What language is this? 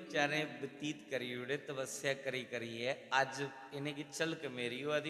Dogri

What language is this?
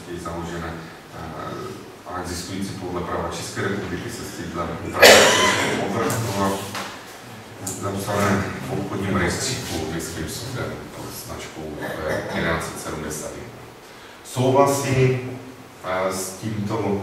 Czech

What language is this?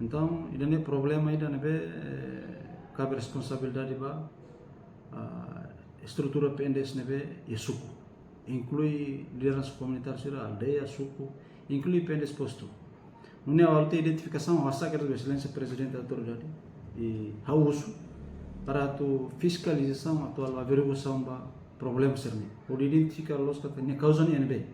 Tetum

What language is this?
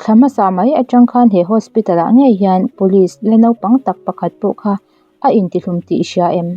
Mizo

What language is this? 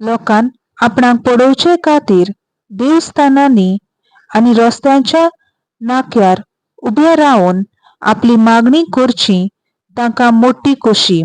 Konkani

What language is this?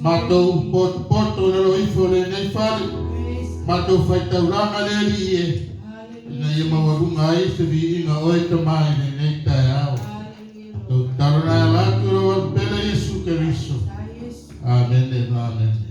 Samoan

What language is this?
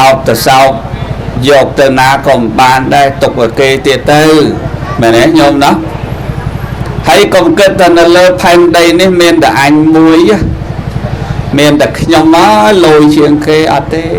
Khmer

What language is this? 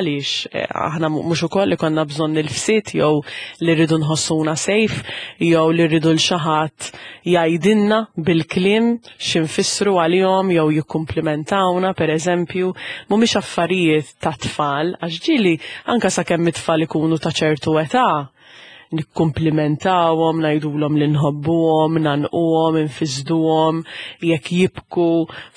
Maltese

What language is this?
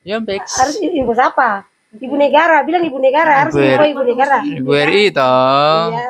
Ambonese Malay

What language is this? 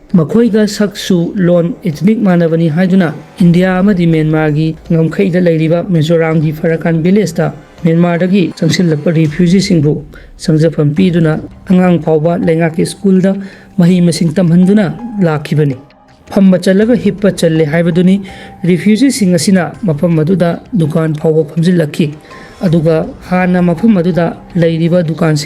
Manipuri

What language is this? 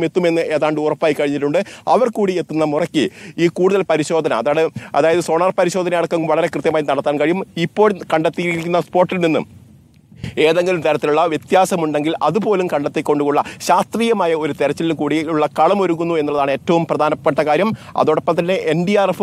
Malayalam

